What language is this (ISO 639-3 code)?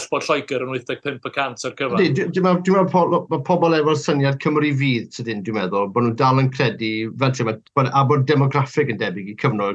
cym